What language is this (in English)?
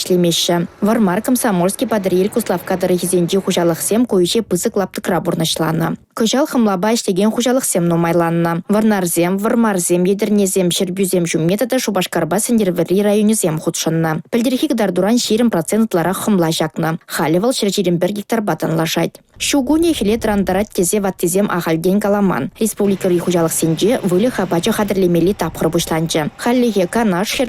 Chuvash